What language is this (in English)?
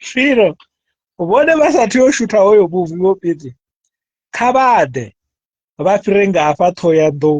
Venda